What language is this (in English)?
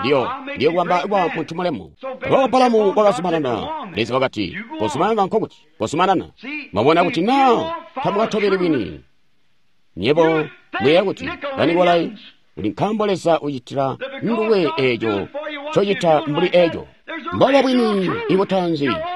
Tonga (Zambia)